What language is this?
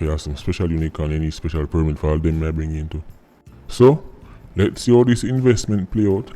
Jamaican Creole English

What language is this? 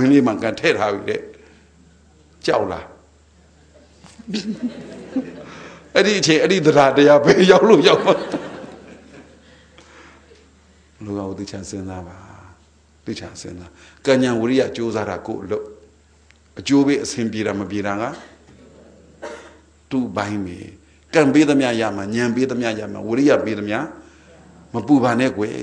Burmese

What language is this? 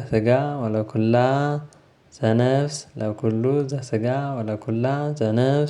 Amharic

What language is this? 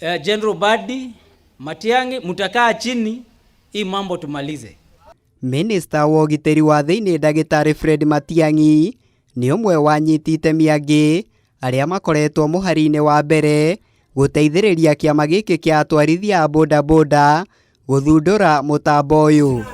Kikuyu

